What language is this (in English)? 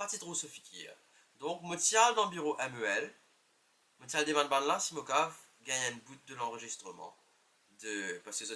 Morisyen